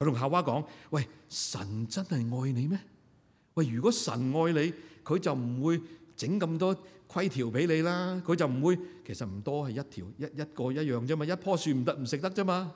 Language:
Cantonese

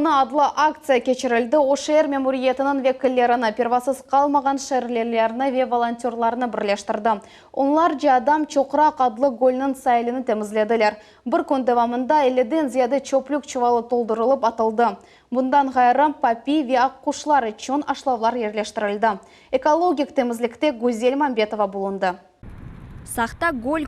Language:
Crimean Tatar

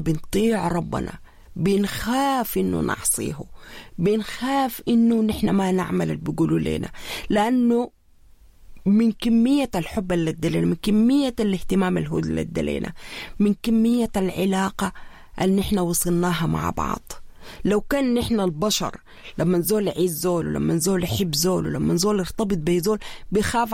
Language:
Sudanese Arabic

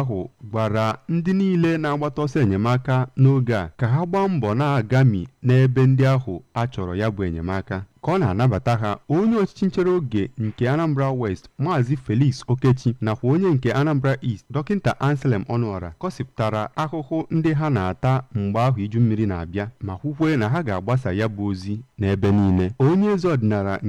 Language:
Igbo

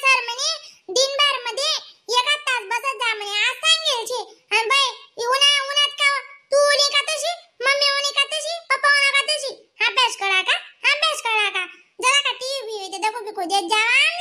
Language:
Khandesi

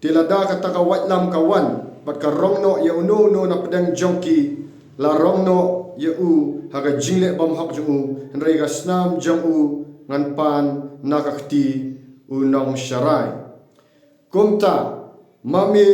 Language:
Khasi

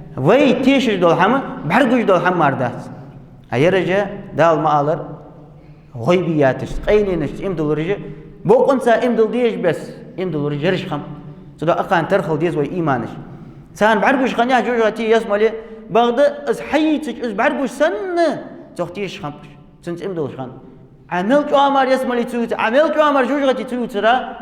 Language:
Ingush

